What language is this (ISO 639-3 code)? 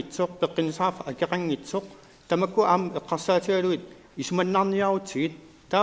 kal